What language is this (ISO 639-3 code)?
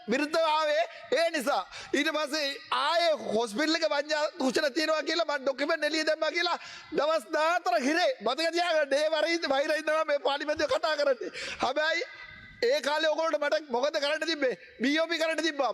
sin